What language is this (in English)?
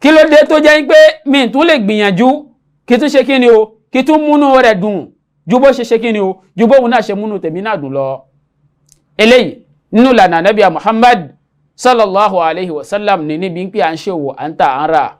Yoruba